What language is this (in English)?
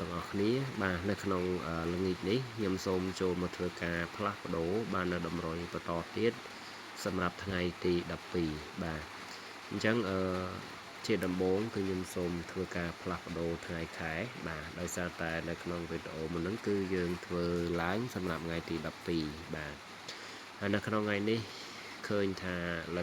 Khmer